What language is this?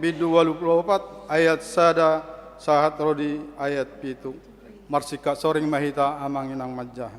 Batak Toba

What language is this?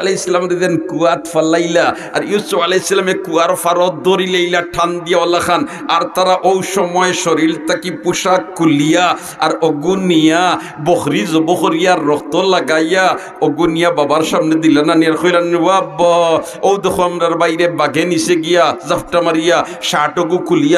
Sylheti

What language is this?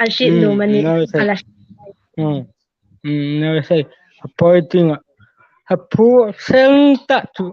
Hmar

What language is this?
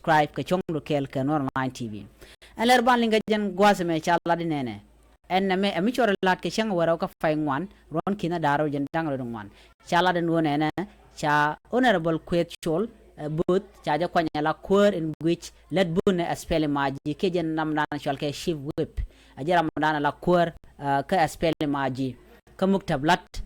Nuer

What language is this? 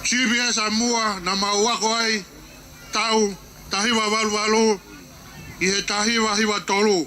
Tongan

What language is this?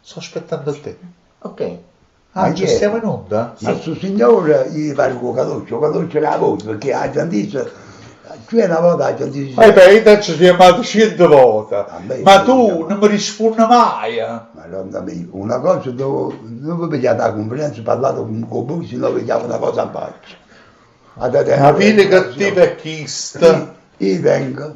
Neapolitan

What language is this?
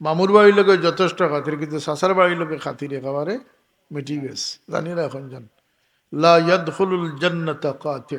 Sylheti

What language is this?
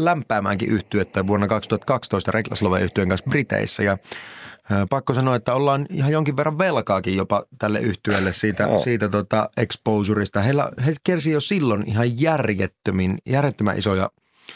Finnish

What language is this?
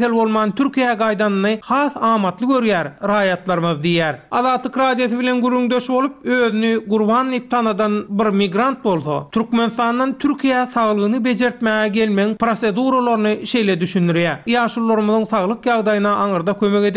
Turkmen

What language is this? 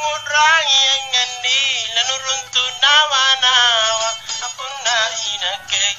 Makasar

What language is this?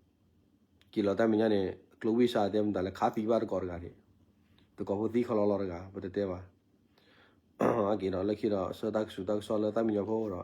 S'gaw Karen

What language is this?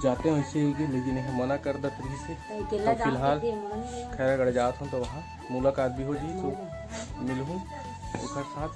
Chhattisgarhi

